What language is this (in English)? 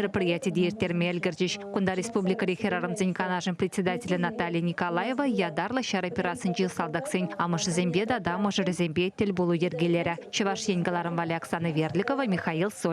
Chuvash